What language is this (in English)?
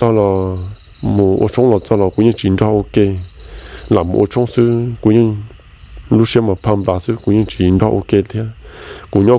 Hmong